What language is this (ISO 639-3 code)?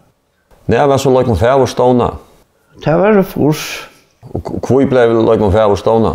fao